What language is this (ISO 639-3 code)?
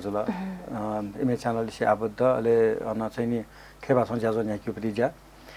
new